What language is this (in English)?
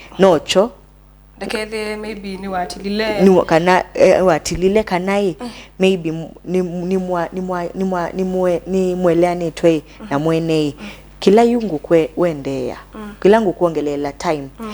Kamba